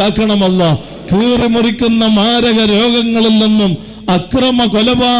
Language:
Malayalam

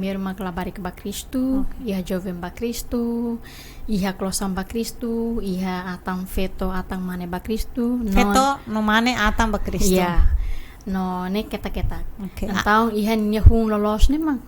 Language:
Tetum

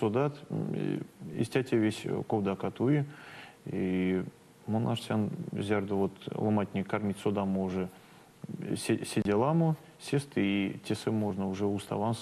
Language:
Erzya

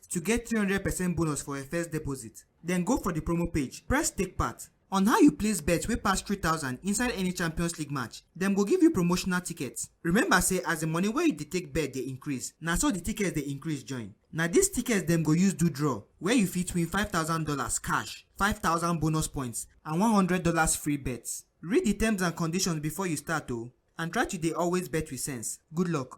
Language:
Nigerian Pidgin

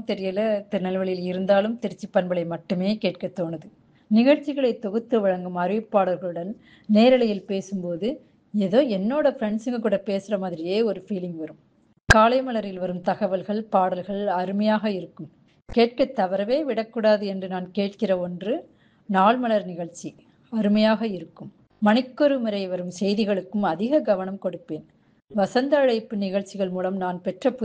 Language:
Tamil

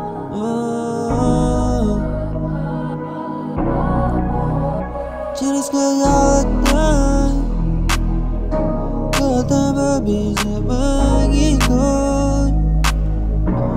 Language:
Malay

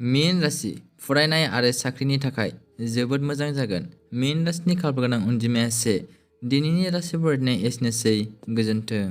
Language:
Bodo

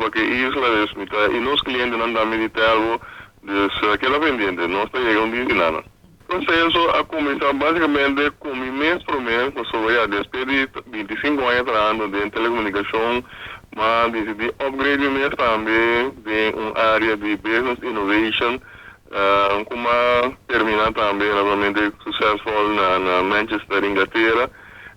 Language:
Papiamento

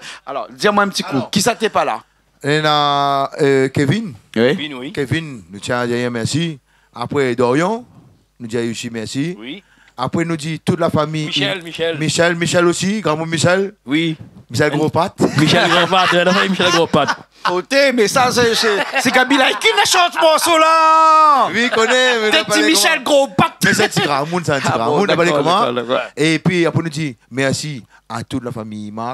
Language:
Réunion Creole French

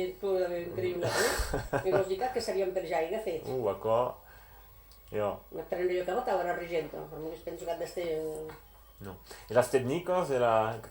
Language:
Occitan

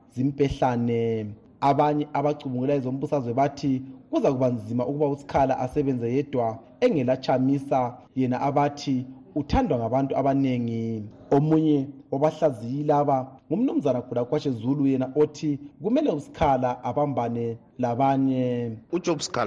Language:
North Ndebele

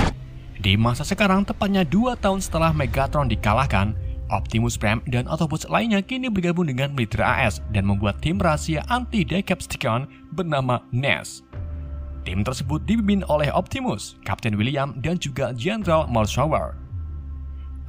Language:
Indonesian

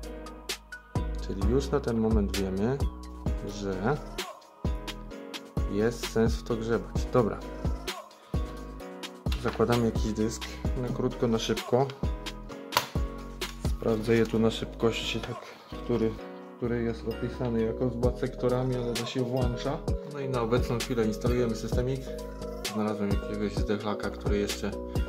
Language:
Polish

